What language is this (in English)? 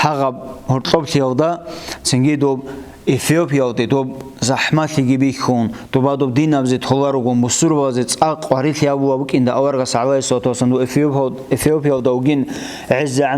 Avaric